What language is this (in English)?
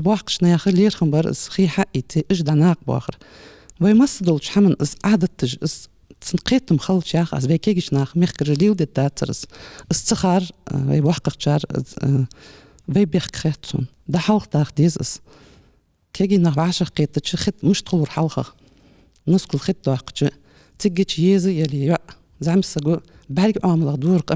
Ingush